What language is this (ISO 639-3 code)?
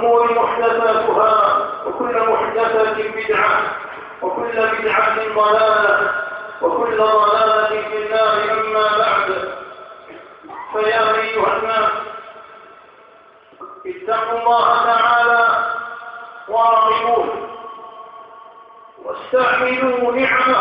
ara